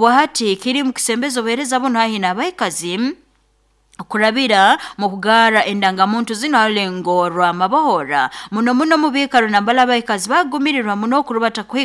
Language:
Nyoro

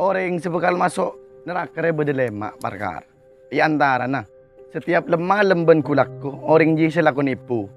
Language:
Madurese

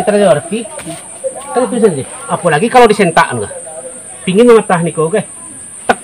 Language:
Minangkabau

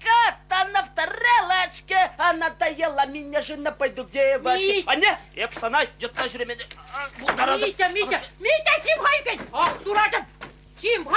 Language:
Chuvash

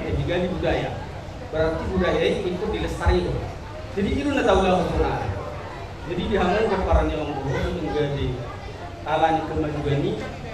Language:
Batak Toba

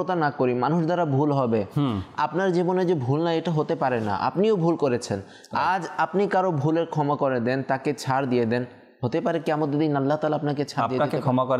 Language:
Bangla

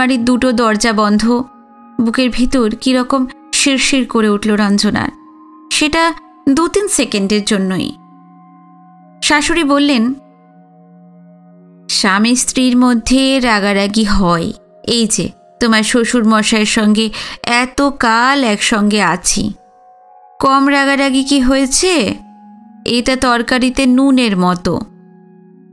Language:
Bangla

